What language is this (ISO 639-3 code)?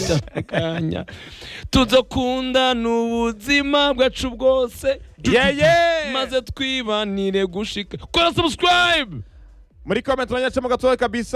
kin